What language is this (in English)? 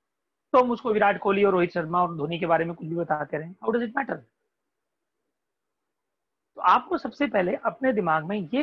Hindi